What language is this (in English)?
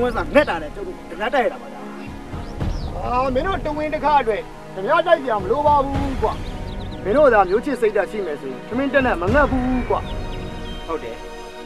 Burmese